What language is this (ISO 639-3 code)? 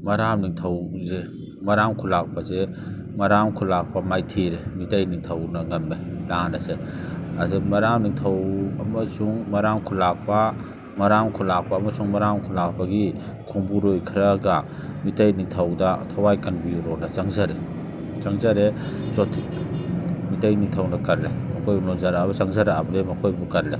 mni